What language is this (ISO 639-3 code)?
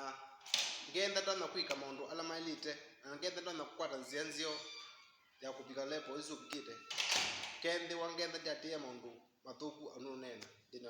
kam